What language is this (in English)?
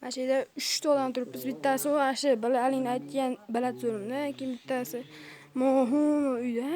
Uzbek